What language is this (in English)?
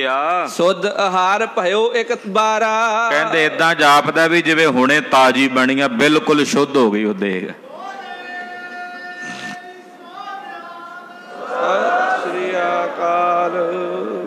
Punjabi